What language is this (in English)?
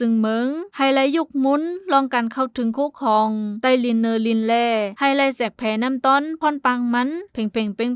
Shan